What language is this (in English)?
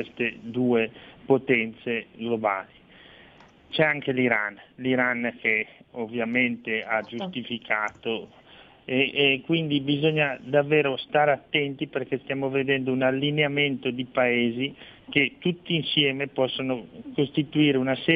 Italian